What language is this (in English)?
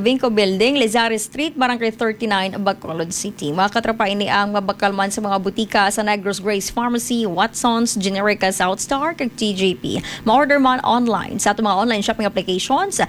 Hiligaynon